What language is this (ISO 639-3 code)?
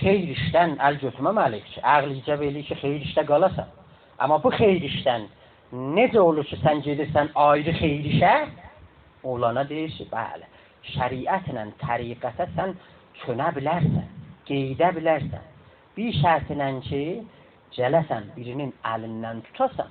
azb